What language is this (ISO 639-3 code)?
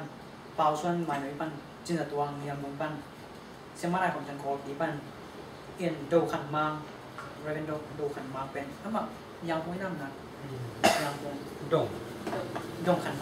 ctd